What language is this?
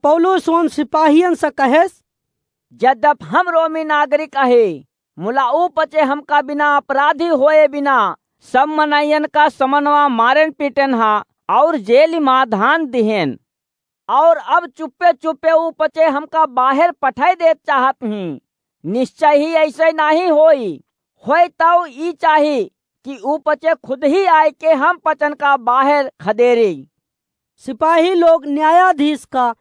Awadhi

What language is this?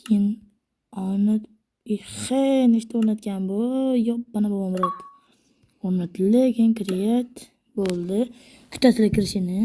Uzbek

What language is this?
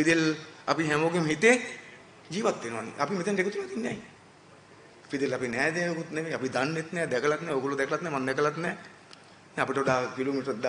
Sinhala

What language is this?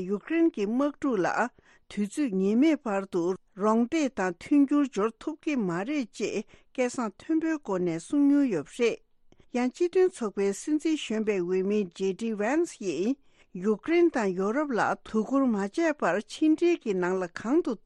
Tibetan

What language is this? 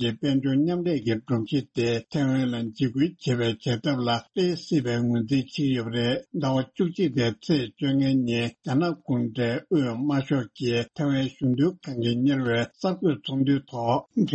Tibetan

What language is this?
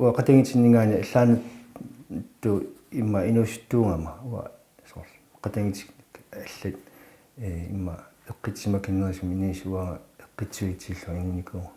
Kalaallisut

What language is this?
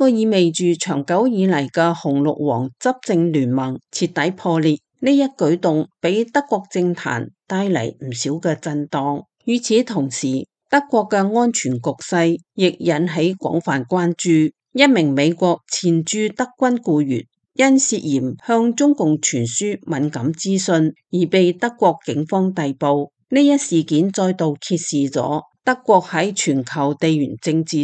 Cantonese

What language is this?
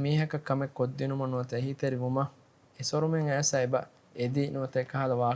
Divehi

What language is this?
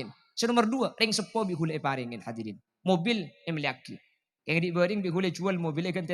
Madurese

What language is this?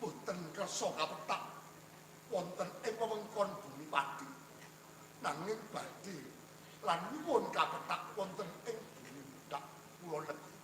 Javanese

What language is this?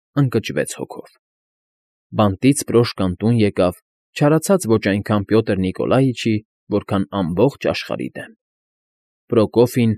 Armenian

